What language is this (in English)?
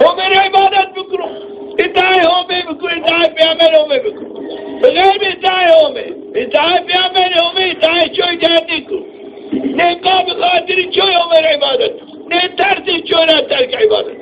Zaza